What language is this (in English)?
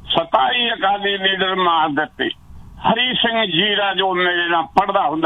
Punjabi